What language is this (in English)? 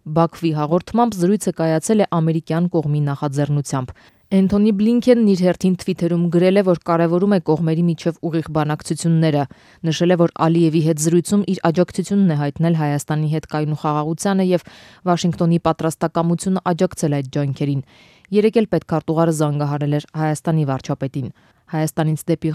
Armenian